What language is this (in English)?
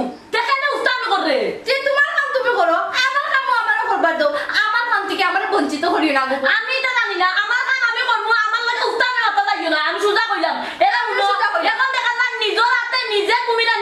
Sylheti